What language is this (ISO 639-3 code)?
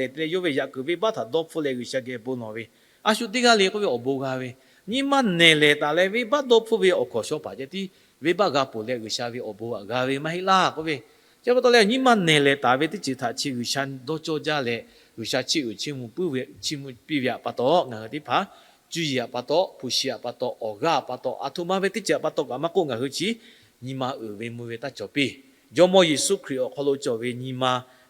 lhu